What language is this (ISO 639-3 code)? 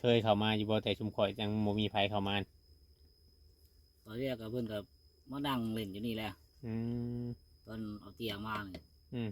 tts